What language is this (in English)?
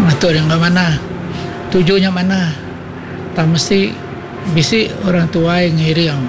Iban